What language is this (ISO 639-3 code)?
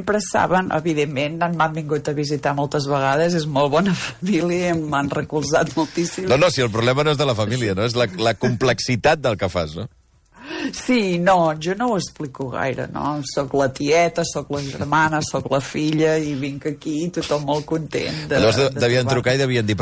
cat